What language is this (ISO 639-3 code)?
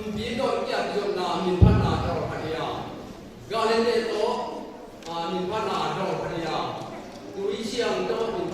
ctd